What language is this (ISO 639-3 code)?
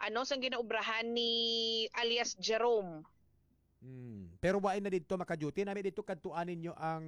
hil